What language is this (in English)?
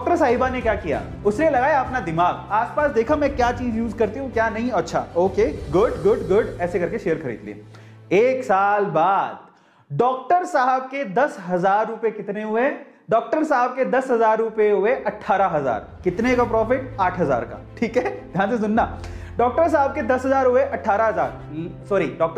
Hindi